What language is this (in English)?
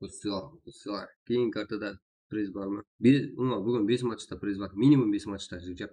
Kara-Kalpak